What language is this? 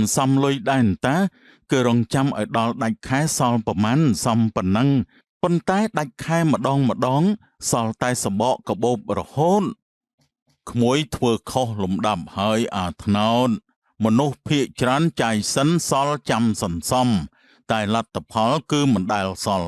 Khmer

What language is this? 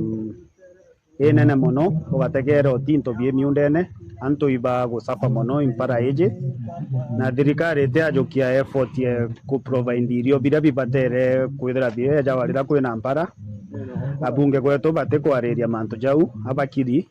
Meru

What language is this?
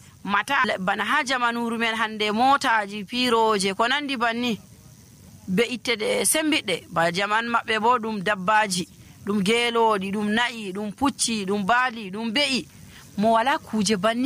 Nigerian Fulfulde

